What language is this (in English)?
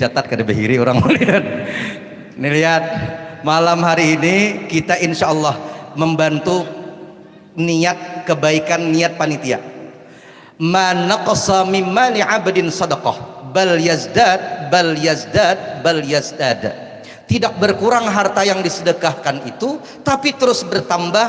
Banjar